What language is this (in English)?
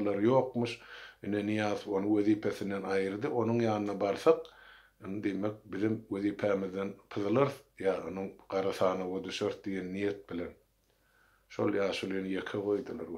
Turkmen